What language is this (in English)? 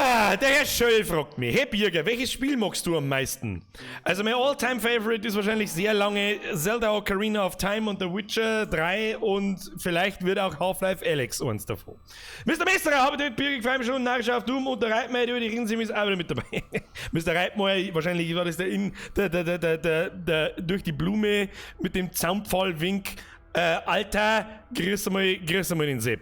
Bavarian